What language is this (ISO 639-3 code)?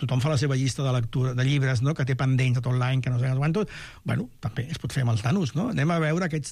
cat